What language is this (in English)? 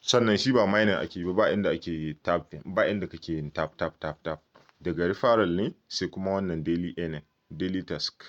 Hausa